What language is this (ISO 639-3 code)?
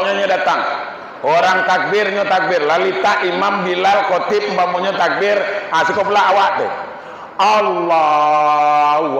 min